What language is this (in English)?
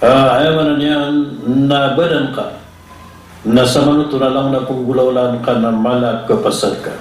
Maranao